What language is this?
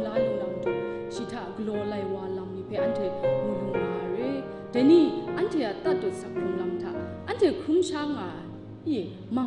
Kachin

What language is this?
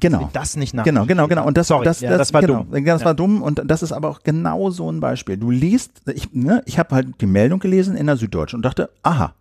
German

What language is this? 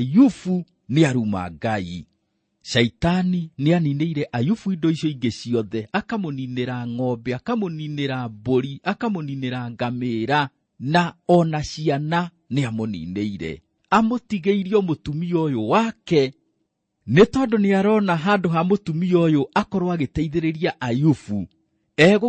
Kikuyu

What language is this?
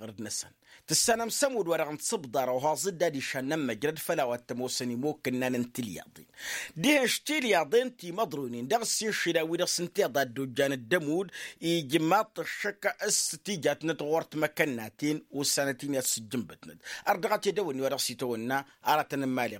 Tamasheq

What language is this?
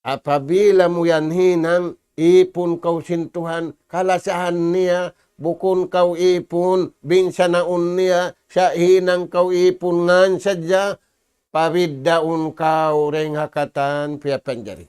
Tausug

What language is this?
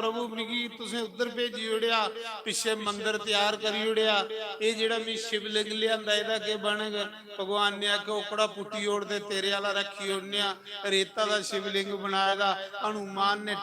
Dogri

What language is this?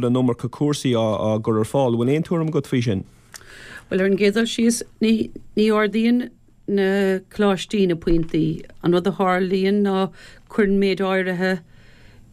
Irish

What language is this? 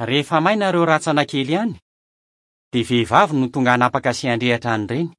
Malagasy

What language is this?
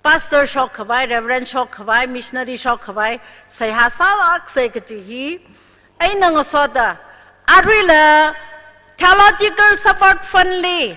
Tangkhul Naga (India)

